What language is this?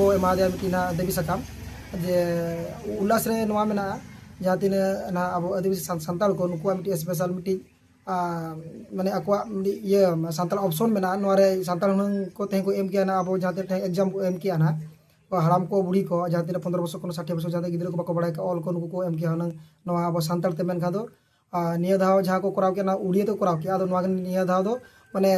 Santali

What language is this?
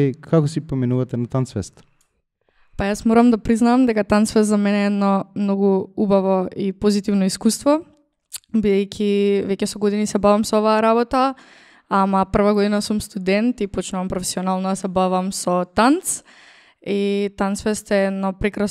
Macedonian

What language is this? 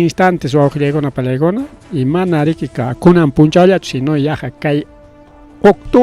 Ayacucho Quechua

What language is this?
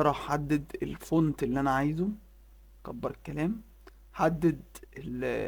Egyptian Arabic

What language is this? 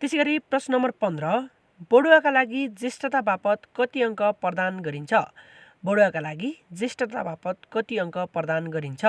Nepali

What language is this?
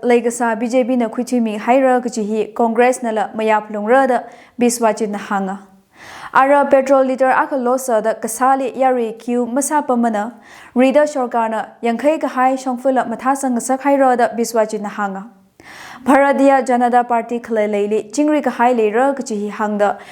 Tangkhul Naga (India)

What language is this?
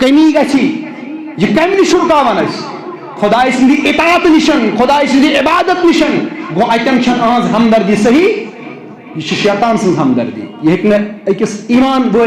Kashmiri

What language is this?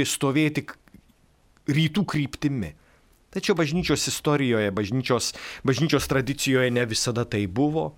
Lithuanian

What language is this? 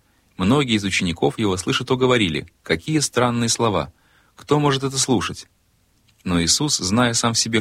Russian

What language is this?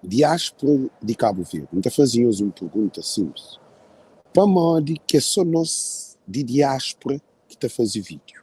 Kabuverdianu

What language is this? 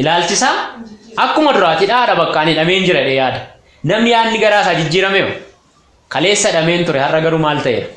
Oromo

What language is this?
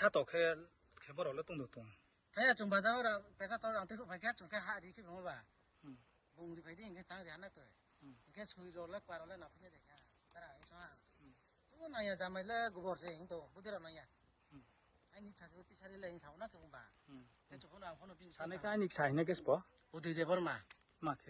Riang (India)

